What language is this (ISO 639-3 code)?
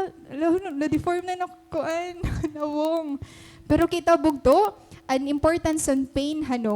war